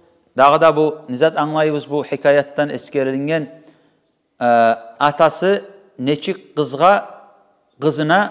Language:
Kumyk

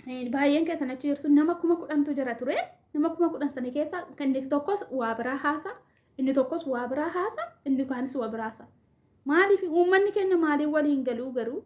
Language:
Oromo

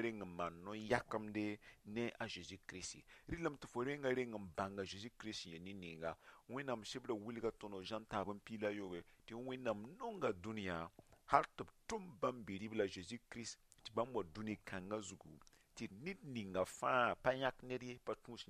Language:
Mossi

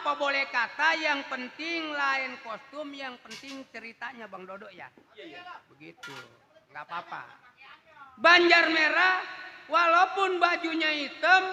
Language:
Betawi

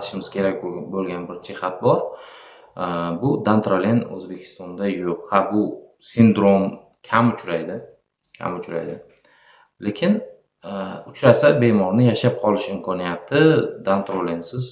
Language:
Uzbek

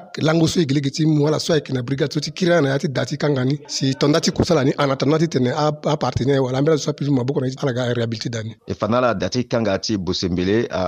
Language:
Sango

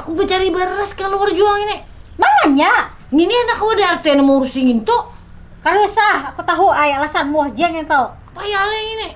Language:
Banjar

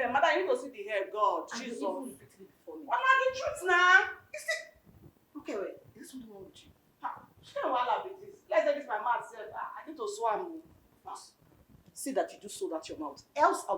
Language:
Nigerian Pidgin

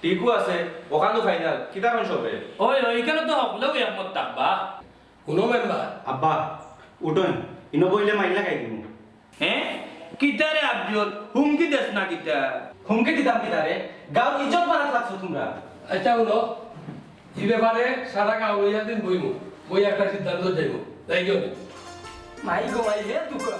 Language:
Sylheti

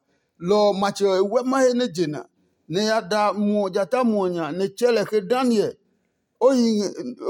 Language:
Adangme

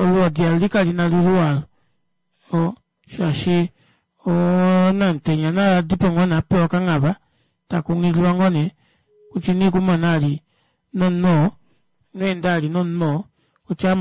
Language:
Kuanyama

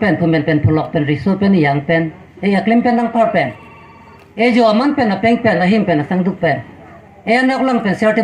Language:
Karbi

